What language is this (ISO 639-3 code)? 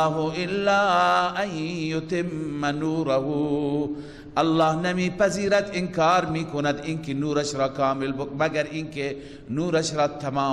fas